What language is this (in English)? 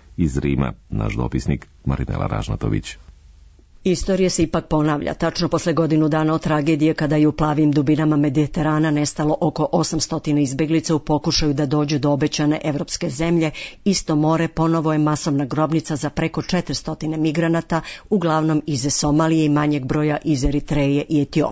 Serbian